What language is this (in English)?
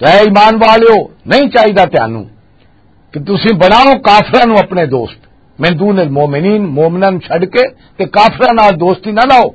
Western Panjabi